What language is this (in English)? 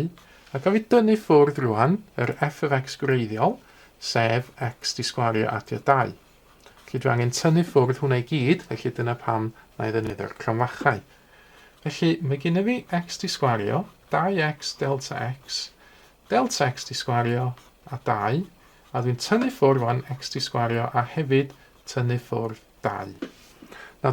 Welsh